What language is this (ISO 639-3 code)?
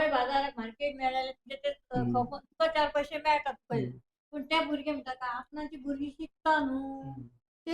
kok